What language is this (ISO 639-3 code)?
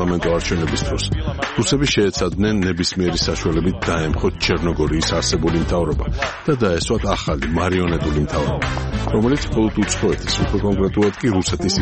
kat